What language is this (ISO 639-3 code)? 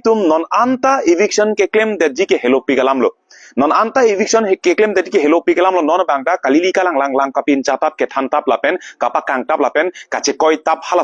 mjw